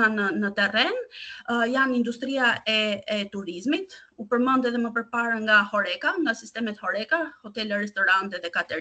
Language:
Albanian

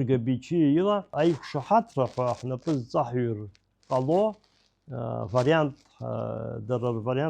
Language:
Abkhazian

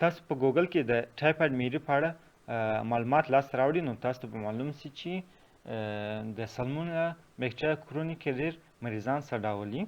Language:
Pashto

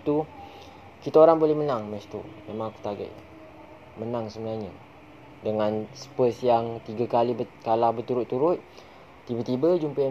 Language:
Malay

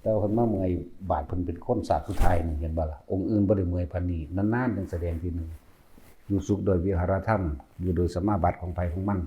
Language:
Northeastern Thai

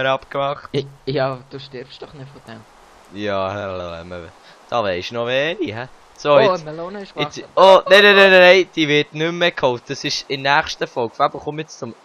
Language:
Swiss German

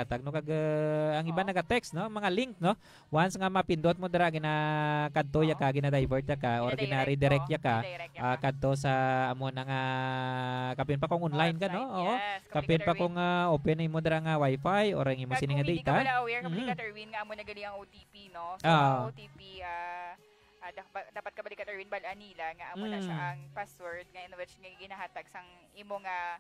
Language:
Hiligaynon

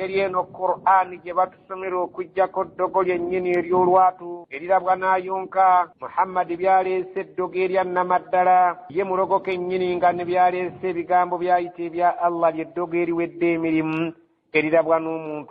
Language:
Ganda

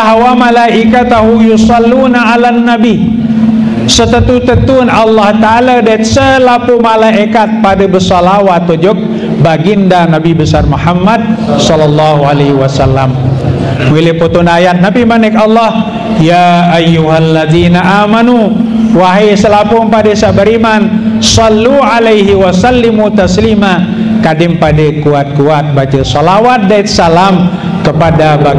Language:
Sasak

